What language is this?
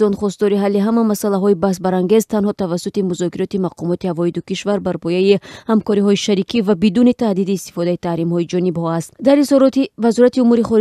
Tajik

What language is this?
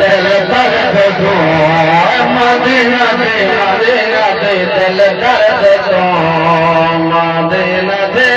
Saraiki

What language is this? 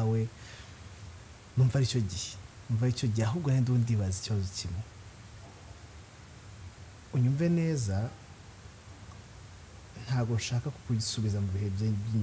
Kinyarwanda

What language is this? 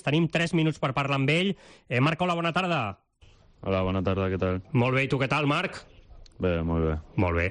Catalan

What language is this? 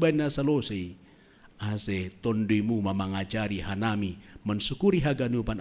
Batak Simalungun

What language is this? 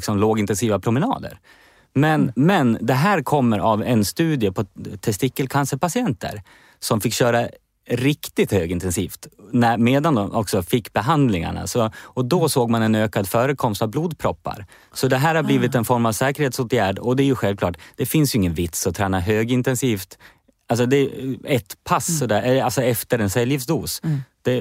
Swedish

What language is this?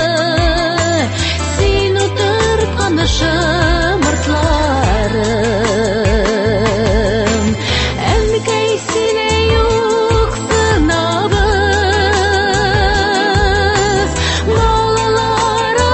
Tatar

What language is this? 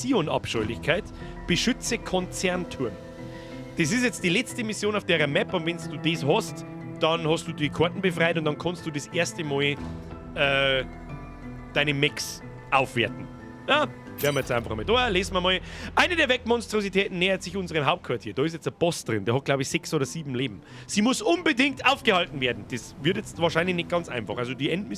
Bavarian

